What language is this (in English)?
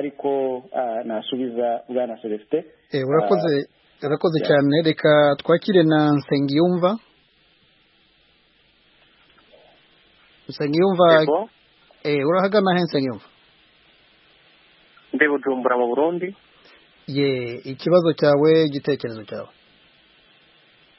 Kinyarwanda